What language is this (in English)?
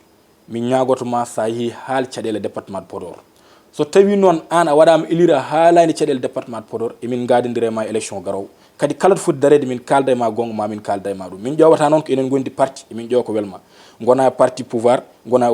Fula